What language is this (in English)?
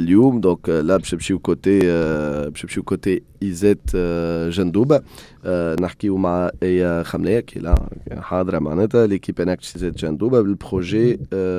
Tunisian Arabic